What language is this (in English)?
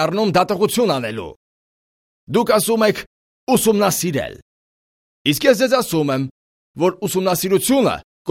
Armenian